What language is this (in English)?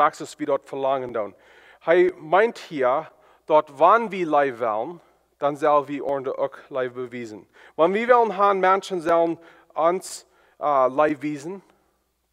Plautdietsch